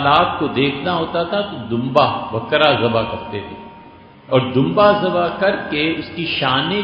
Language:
Urdu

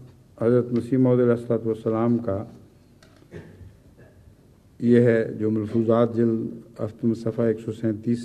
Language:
Urdu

